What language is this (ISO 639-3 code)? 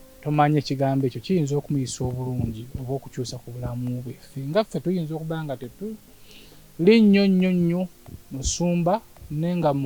lug